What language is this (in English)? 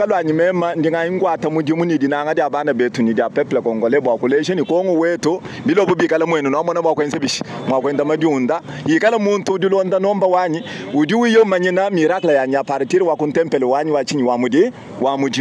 Luba-Lulua